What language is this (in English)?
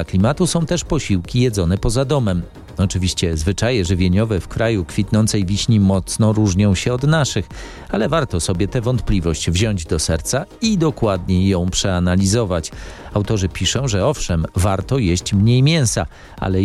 Polish